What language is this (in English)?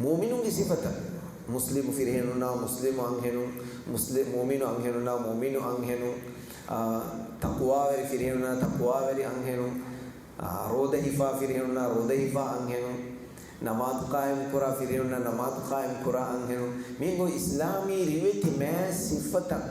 Divehi